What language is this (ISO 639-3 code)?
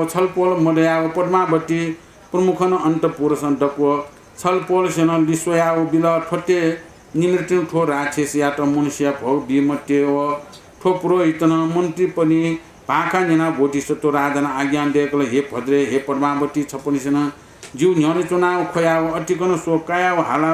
new